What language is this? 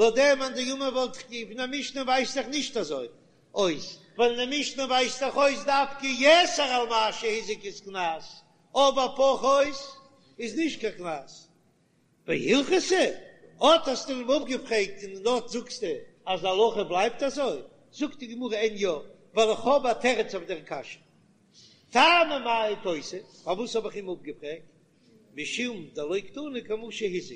Yiddish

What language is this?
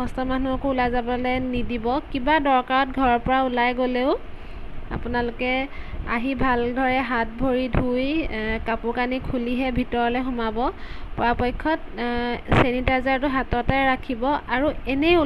Assamese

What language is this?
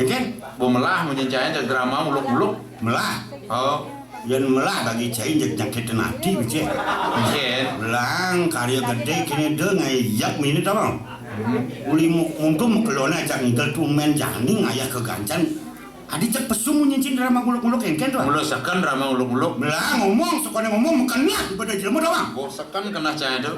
Balinese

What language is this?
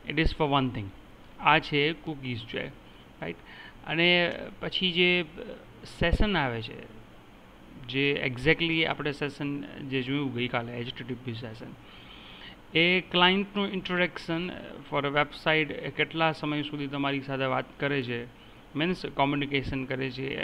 Gujarati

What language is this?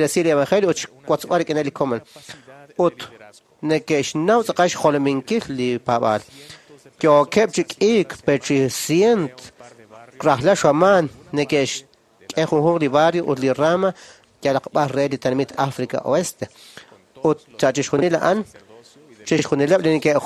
Kekchí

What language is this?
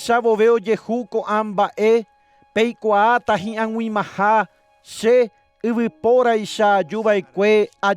Guarani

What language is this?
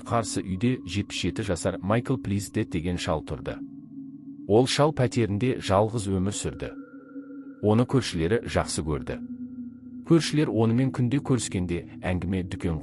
Kazakh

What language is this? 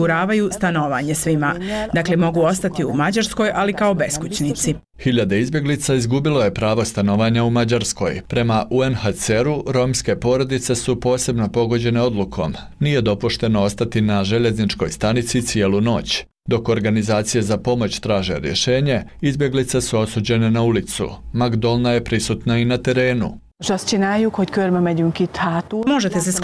Bosnian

